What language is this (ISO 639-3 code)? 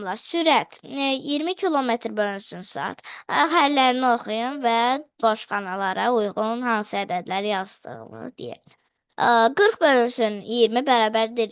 aze